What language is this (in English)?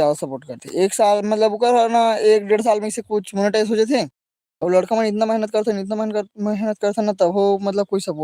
Chhattisgarhi